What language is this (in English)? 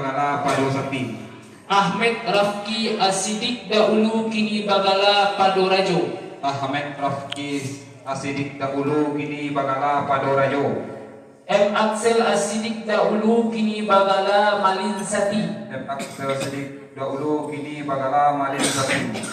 Minangkabau